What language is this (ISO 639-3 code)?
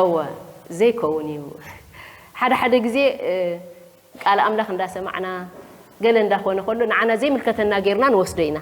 tir